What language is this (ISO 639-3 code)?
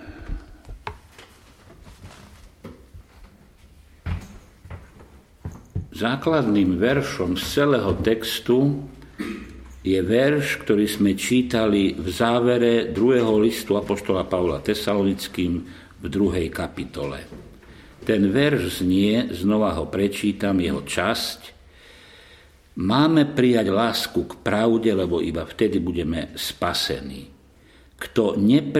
slk